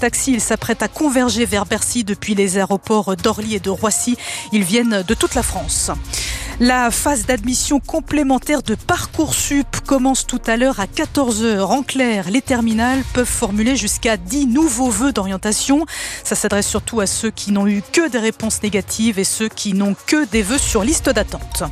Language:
French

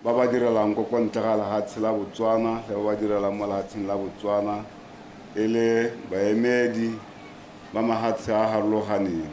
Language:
Tswana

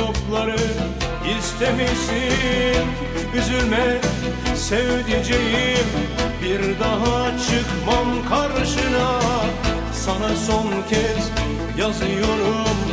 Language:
Turkish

